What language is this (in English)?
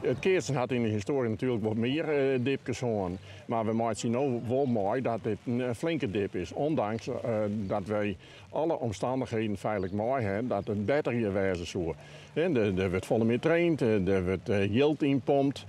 Western Frisian